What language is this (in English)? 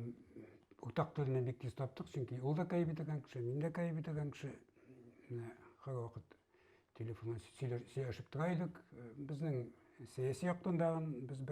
Tatar